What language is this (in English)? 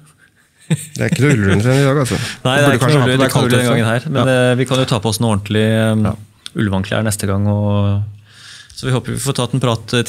Norwegian